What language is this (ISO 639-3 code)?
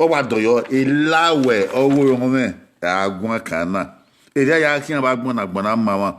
bin